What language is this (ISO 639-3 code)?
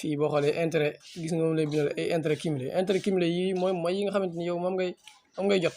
wol